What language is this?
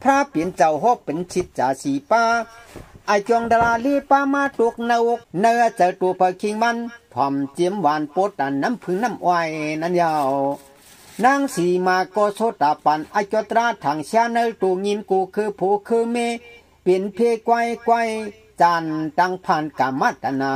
Shan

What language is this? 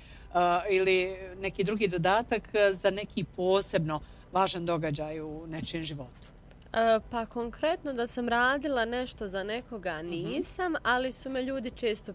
Bosnian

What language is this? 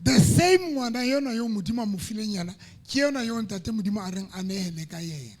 Southern Sotho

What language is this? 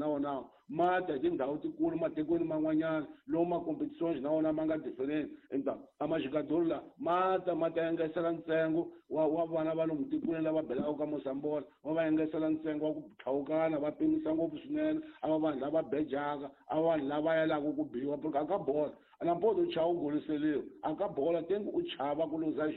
Tsonga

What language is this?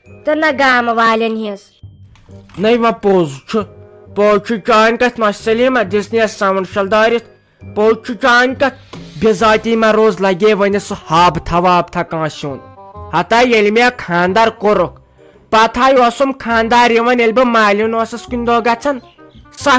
Kashmiri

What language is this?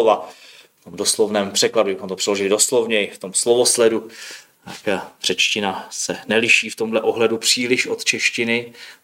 Czech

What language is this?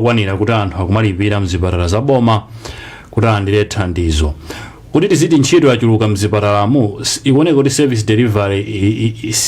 Nyanja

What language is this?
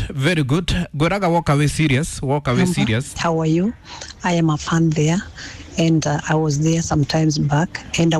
Kikuyu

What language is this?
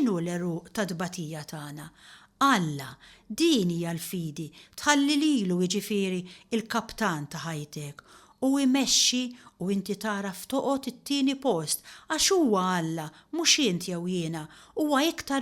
Maltese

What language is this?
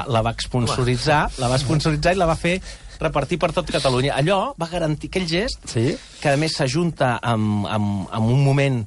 Catalan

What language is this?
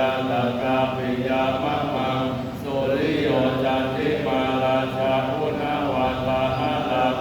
Pali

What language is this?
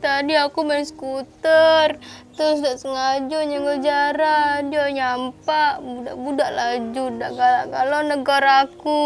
Musi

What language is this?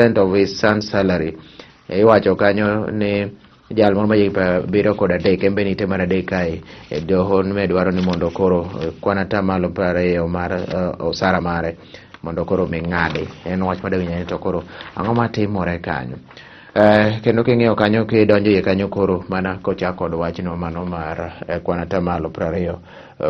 Luo (Kenya and Tanzania)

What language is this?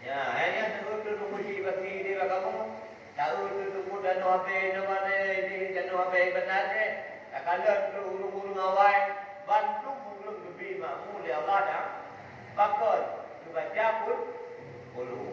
Achinese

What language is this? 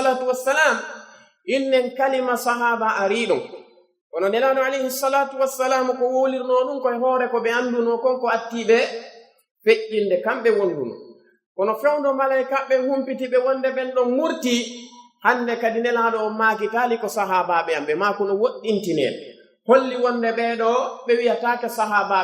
Pular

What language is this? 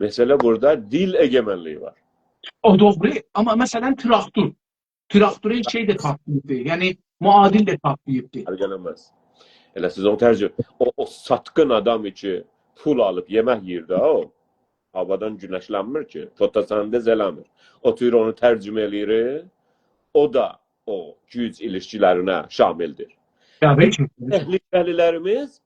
South Azerbaijani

